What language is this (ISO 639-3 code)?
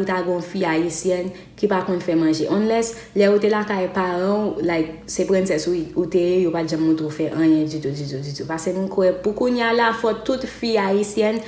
hat